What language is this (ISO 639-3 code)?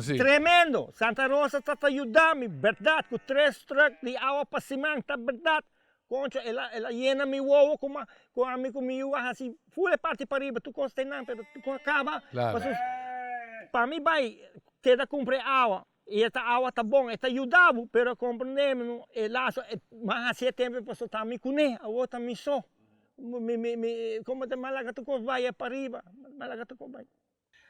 pap